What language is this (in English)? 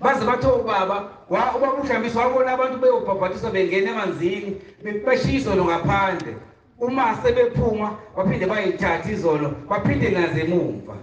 Zulu